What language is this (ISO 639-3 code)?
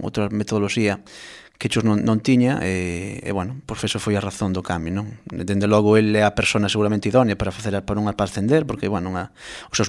glg